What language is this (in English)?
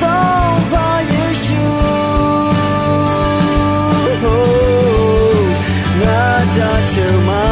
Akha